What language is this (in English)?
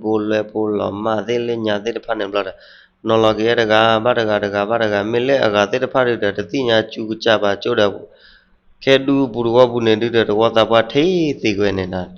S'gaw Karen